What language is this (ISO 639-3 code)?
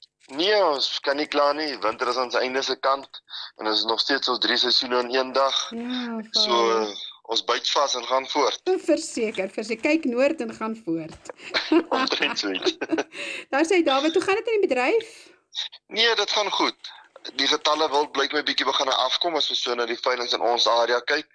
afr